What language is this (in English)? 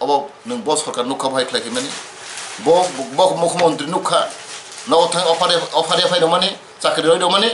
Kok Borok